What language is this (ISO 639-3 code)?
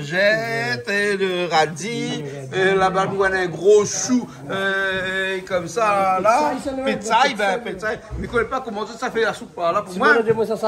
rcf